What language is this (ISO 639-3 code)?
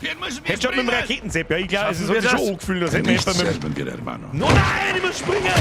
bar